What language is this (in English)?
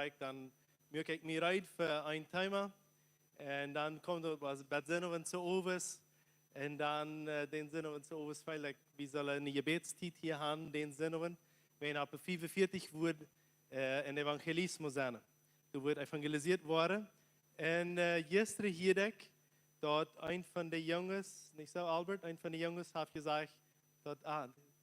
Plautdietsch